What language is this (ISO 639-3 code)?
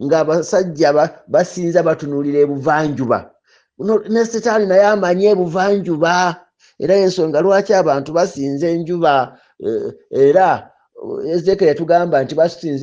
lug